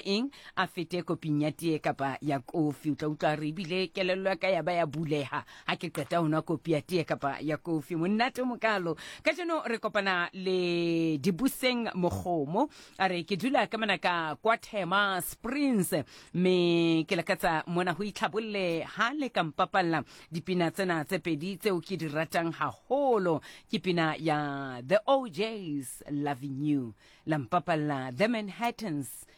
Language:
Southern Sotho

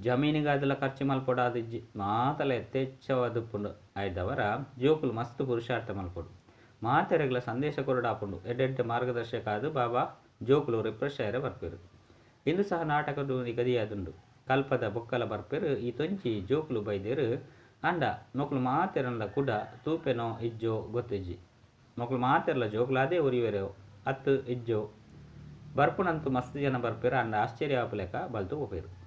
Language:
Tulu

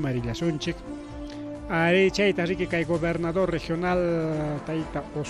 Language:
Ayacucho Quechua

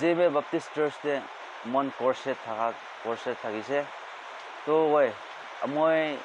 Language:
Naga Pidgin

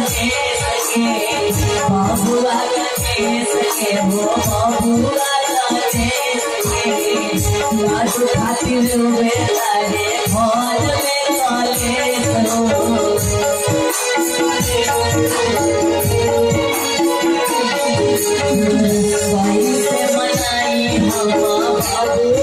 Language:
Bhojpuri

